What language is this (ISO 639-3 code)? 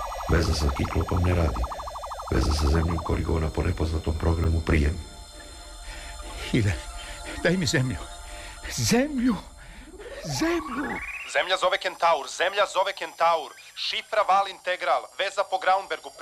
srp